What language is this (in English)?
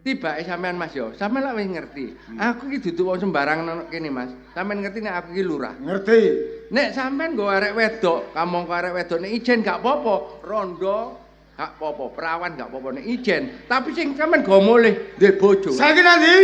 Javanese